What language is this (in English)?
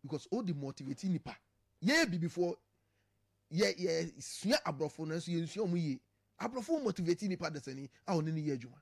Akan